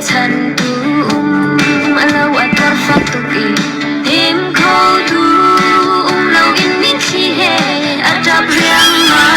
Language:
Hakha Chin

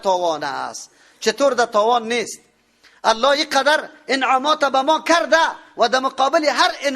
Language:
Persian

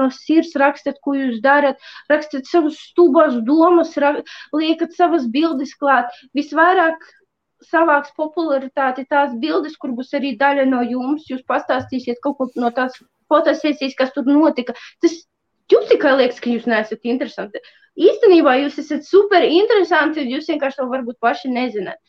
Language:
Latvian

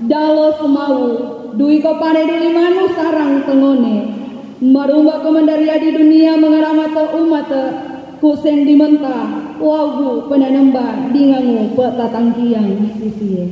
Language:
Sangir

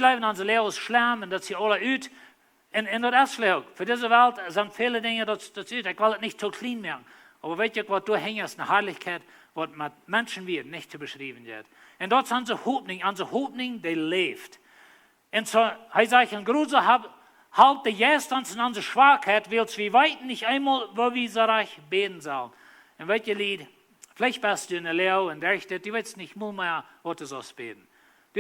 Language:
Plautdietsch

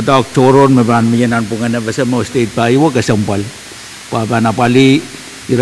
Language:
Pohnpeian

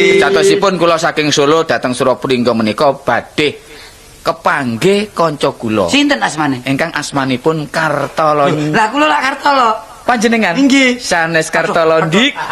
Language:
Javanese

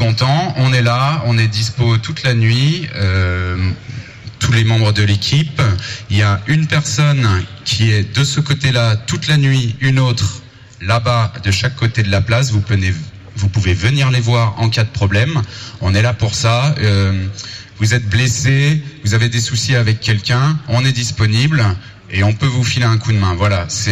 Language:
French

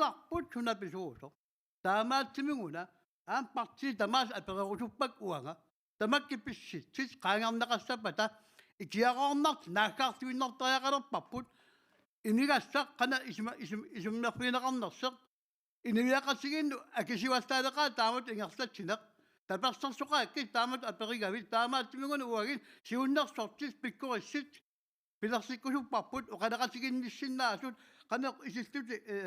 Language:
Kalaallisut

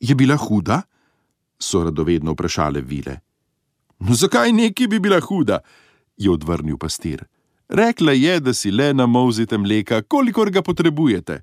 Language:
Slovenian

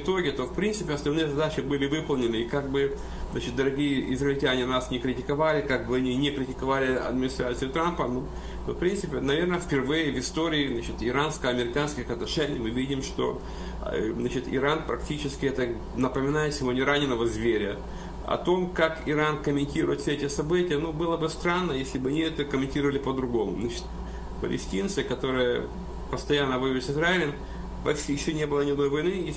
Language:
Russian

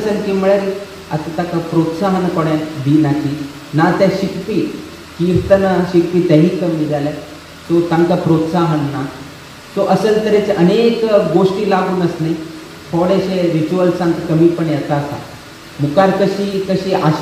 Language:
Konkani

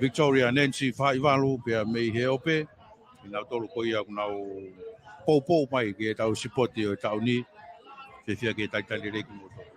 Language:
Tongan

